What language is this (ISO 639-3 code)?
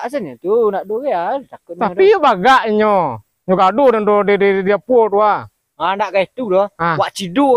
min